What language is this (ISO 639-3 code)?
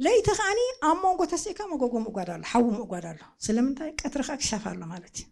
tir